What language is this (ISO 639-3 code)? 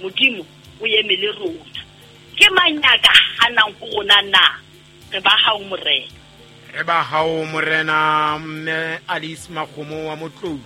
sot